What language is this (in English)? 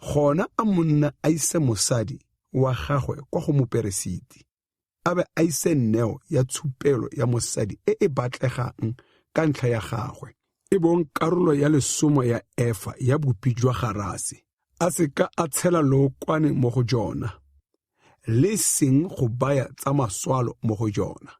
Tswana